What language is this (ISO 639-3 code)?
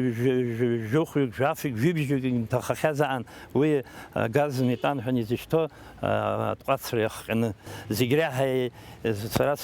abk